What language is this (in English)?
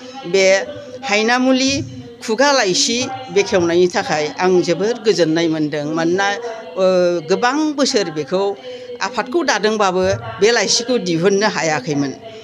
Bodo